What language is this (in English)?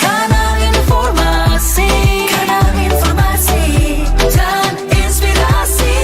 Manado Malay